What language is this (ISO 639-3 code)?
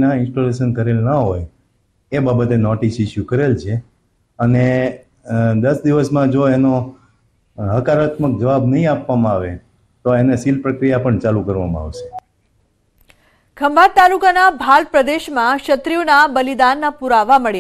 guj